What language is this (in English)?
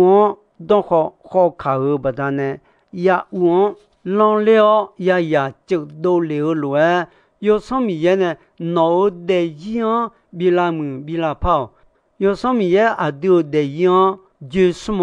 Akha